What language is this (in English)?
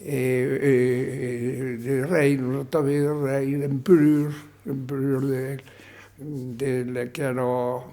Occitan